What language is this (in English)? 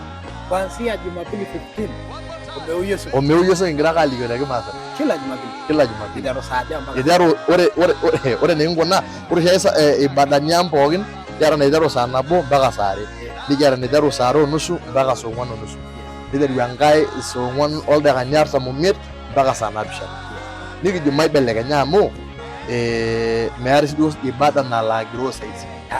Masai